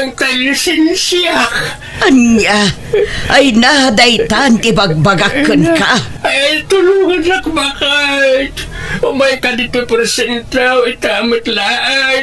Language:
Iloko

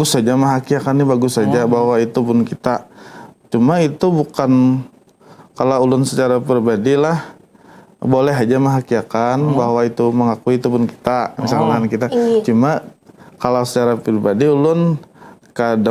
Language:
Banjar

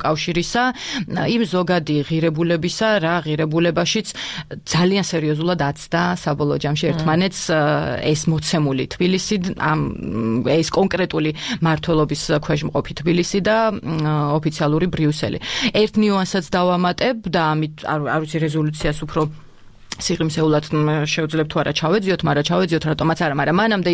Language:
Georgian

